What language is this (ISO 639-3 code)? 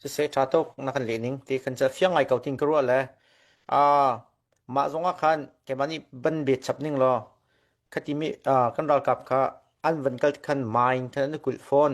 cnh